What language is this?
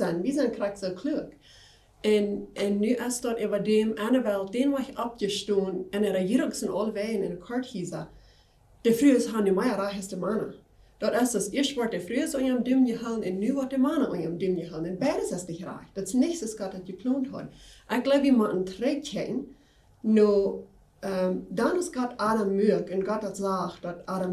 Plautdietsch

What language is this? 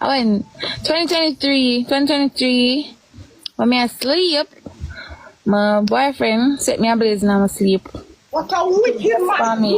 Jamaican Creole English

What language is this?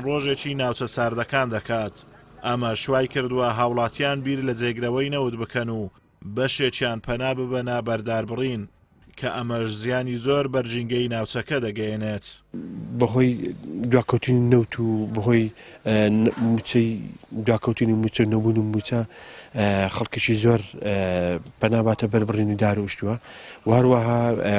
Central Kurdish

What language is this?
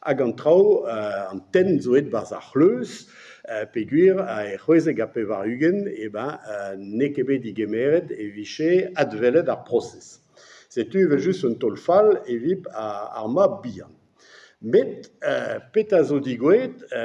Breton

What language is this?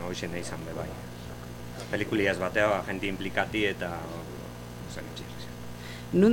Basque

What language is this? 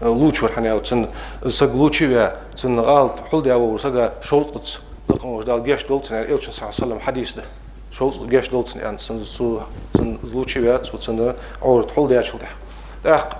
Ingush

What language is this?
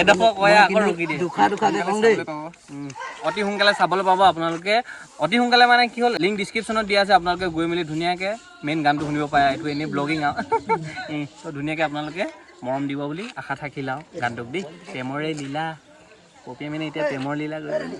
Assamese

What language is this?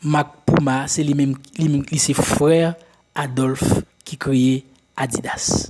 Haitian Creole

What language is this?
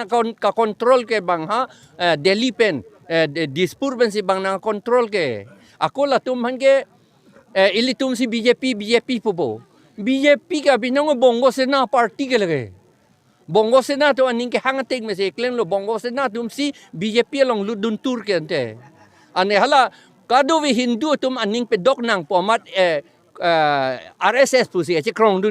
Karbi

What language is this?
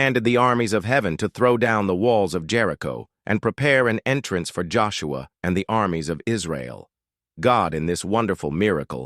English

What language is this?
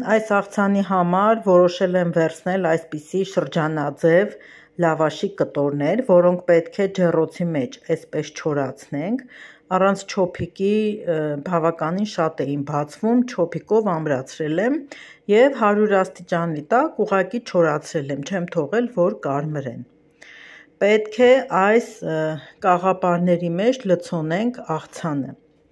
Armenian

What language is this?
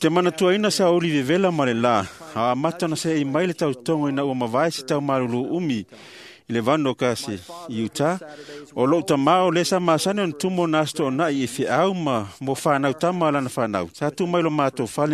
Samoan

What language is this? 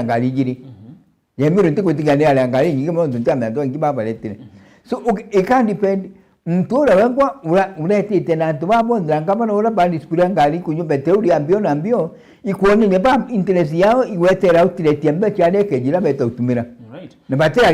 Meru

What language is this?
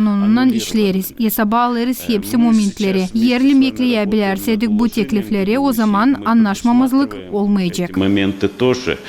Gagauz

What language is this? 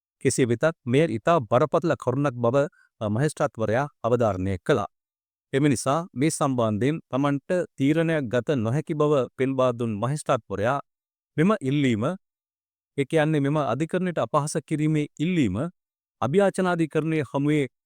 Sinhala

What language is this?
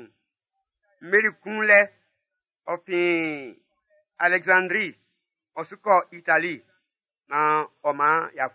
Baoulé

